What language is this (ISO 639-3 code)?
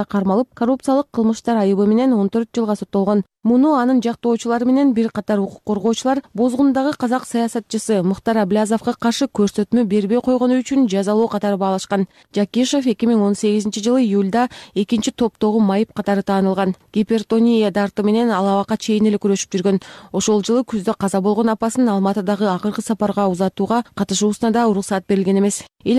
kir